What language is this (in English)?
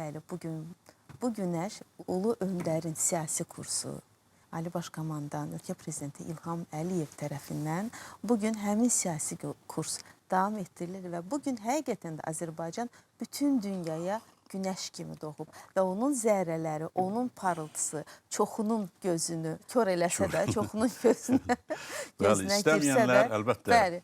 Azerbaijani